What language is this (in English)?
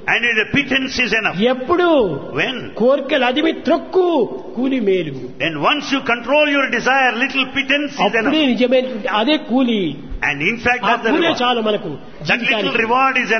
Telugu